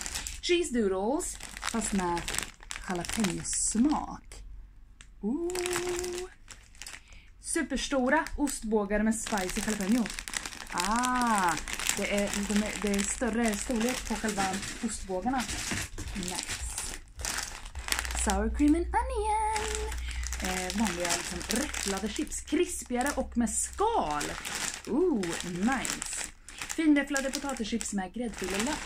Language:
Swedish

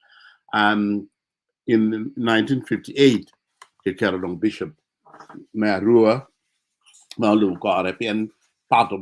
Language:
Acoli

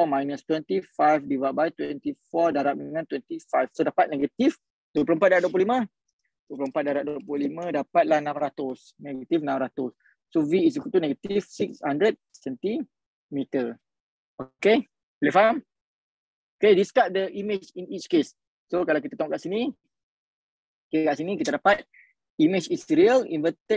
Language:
Malay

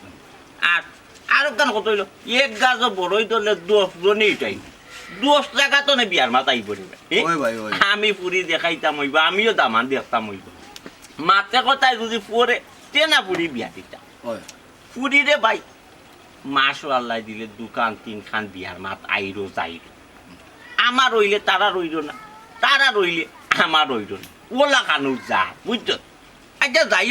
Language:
Sylheti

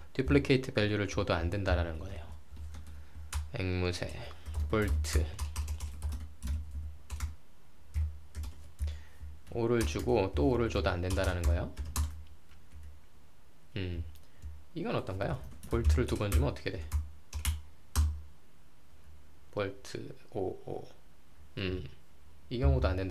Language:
Korean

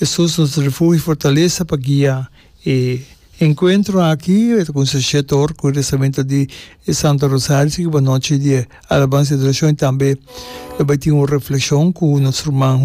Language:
Papiamento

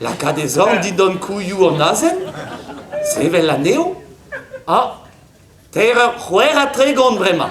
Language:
Breton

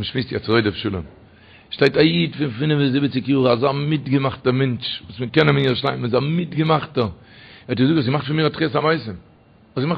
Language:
Yiddish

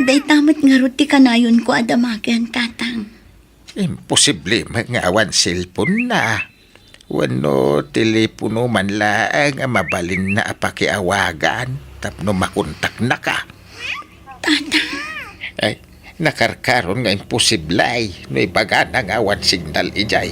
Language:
Iloko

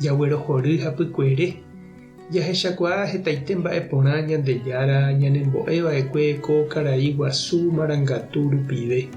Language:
Guarani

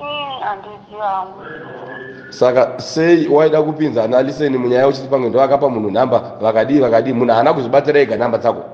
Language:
Shona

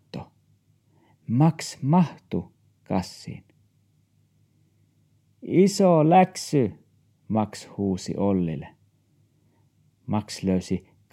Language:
Finnish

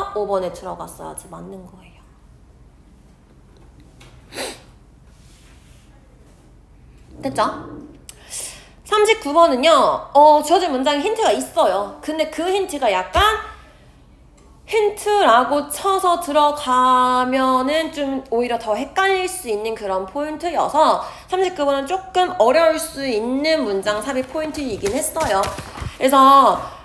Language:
Korean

